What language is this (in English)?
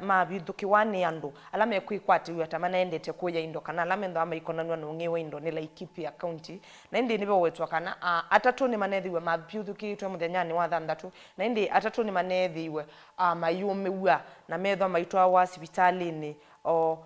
Kamba